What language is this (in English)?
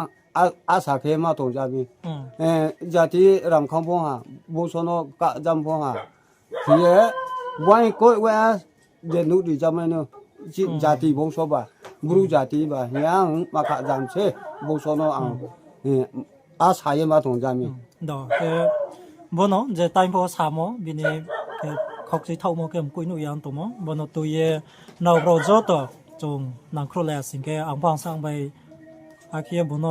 Riang (India)